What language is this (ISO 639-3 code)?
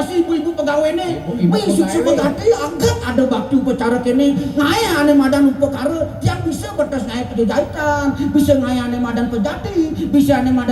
ban